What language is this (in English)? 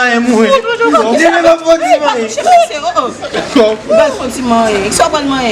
Haitian Creole